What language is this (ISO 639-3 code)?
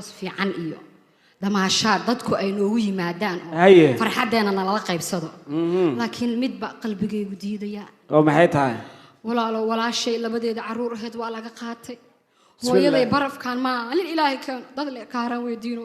som